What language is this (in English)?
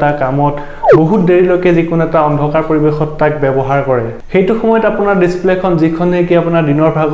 Assamese